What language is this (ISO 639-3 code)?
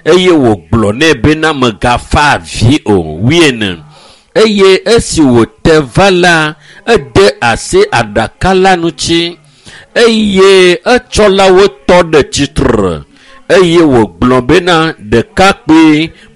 ewe